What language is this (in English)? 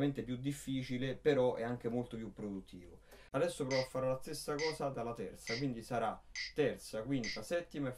Italian